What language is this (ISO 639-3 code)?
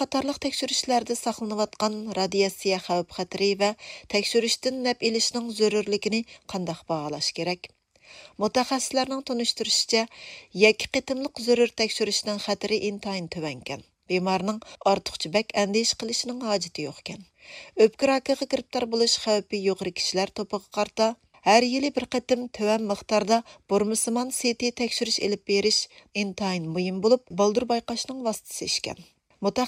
uig